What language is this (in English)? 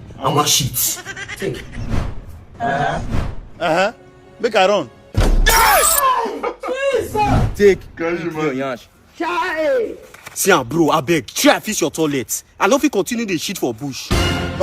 Nigerian Pidgin